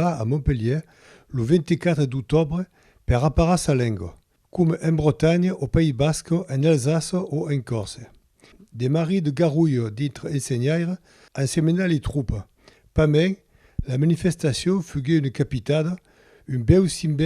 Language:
Occitan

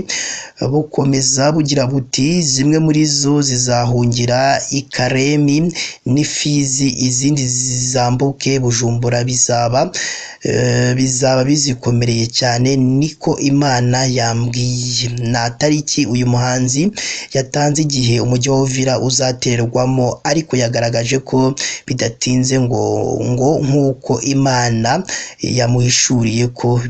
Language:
Kinyarwanda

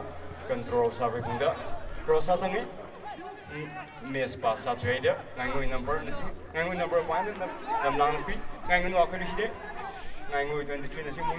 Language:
Tangkhul Naga (India)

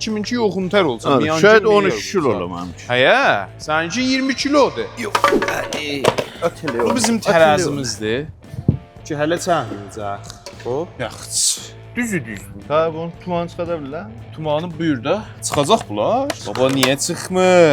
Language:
South Azerbaijani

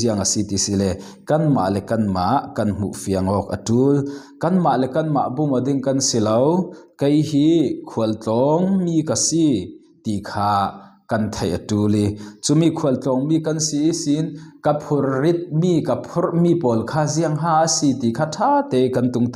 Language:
Falam Chin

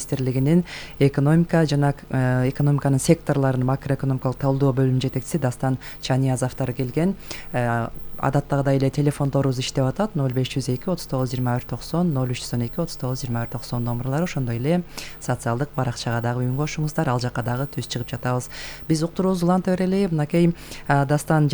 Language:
Kyrgyz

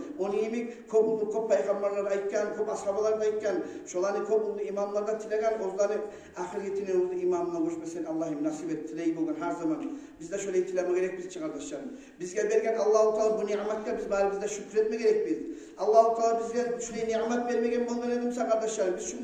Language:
Kumyk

